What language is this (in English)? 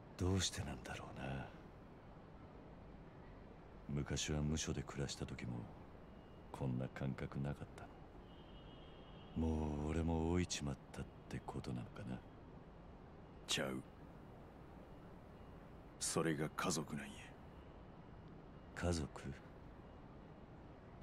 Japanese